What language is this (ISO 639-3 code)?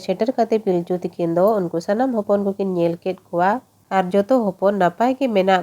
sat